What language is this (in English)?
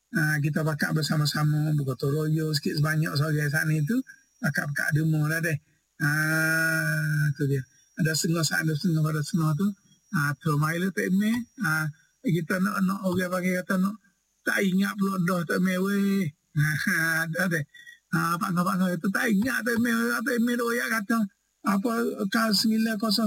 Malay